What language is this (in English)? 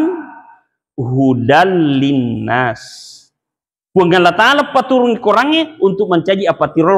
Buginese